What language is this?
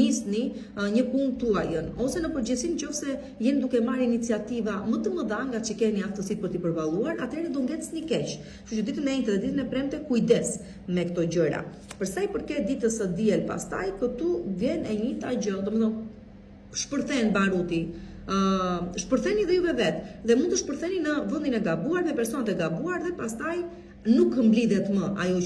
Albanian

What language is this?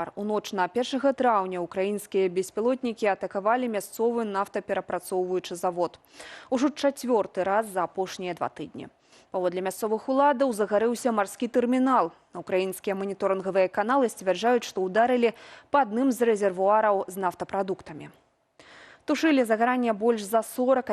Belarusian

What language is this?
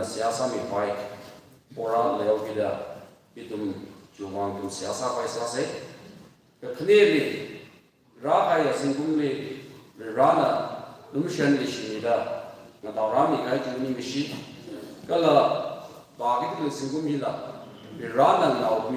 Tangkhul Naga (India)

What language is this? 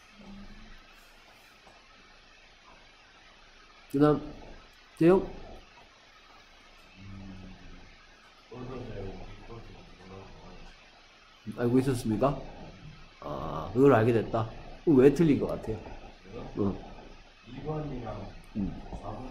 Korean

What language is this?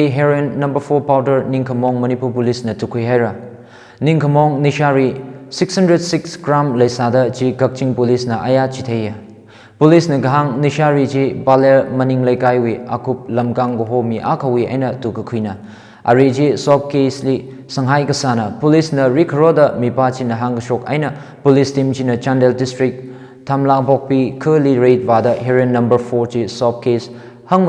Tangkhul Naga (India)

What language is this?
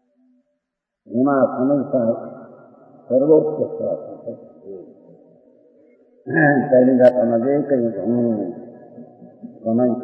Gujarati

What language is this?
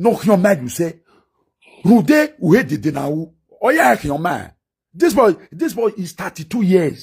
Nigerian Pidgin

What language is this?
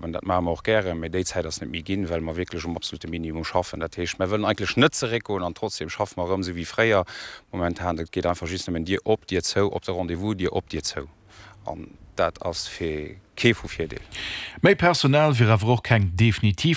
Luxembourgish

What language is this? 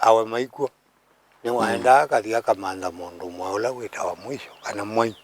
Kamba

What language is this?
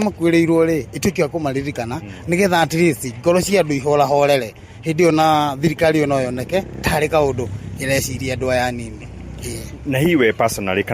Kikuyu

